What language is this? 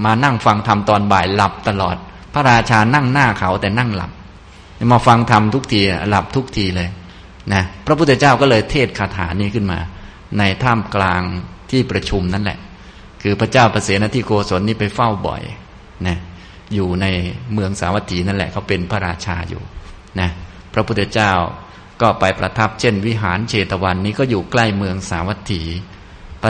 Thai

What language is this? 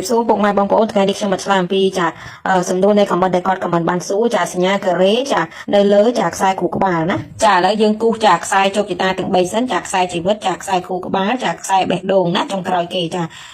Khmer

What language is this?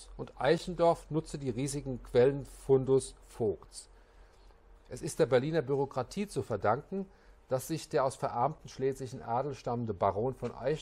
German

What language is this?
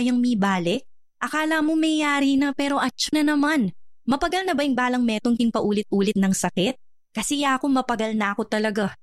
Pampanga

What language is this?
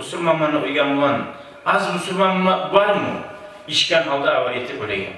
Kumyk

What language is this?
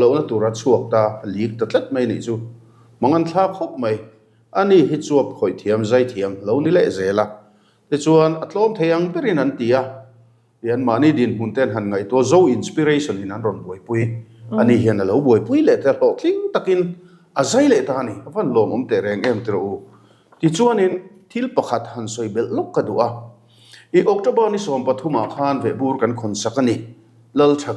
Mizo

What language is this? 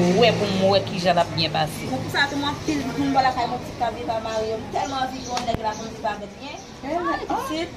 Haitian Creole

